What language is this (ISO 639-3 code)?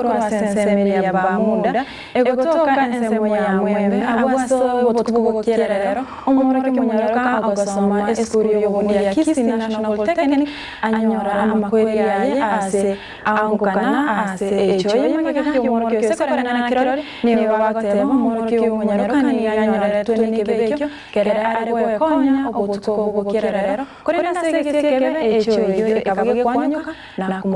guz